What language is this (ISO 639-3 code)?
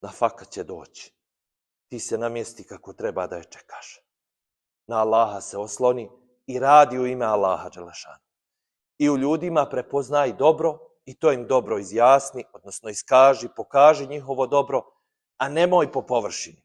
bos